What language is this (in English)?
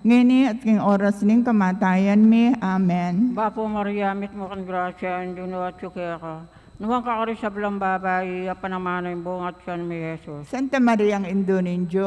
Pampanga